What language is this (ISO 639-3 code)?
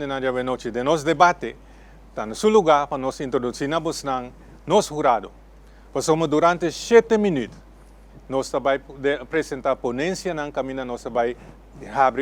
pap